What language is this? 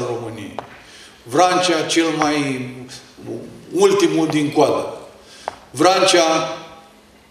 Romanian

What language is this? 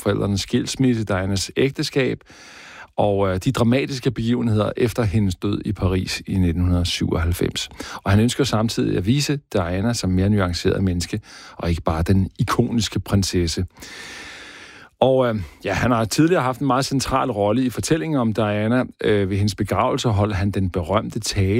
Danish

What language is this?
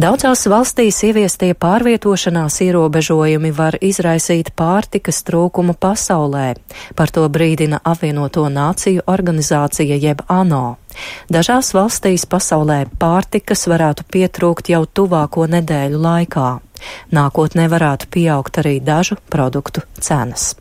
Latvian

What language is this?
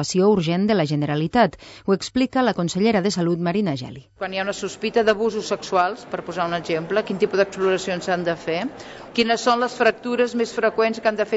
Catalan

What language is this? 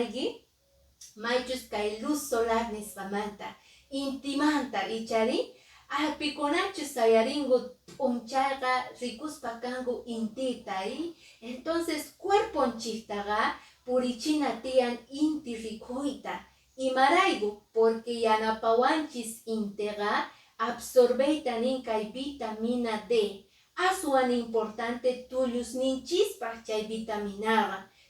Quechua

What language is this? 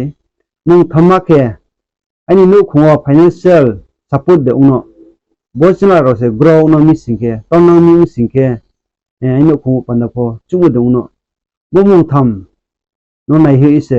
Riang (India)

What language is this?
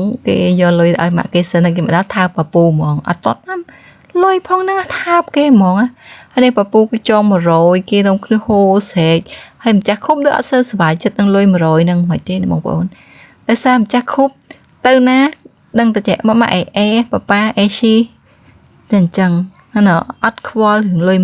Khmer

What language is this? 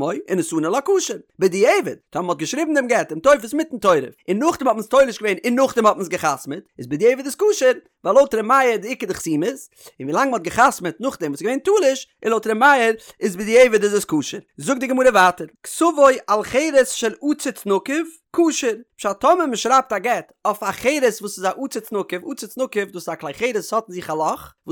Yiddish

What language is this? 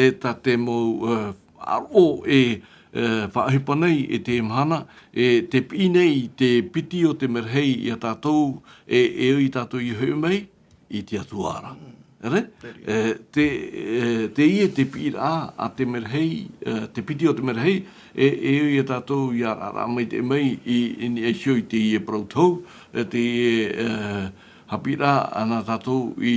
Tahitian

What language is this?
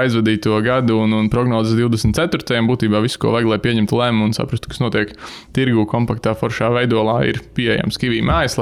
Latvian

